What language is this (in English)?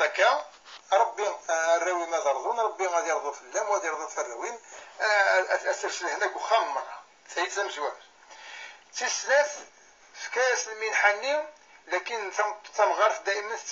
Kabyle